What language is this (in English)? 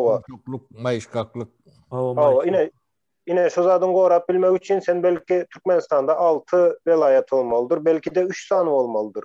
Turkmen